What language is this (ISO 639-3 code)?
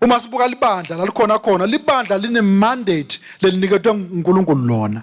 ssw